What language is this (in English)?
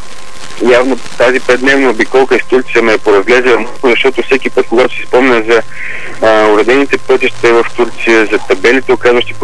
Bulgarian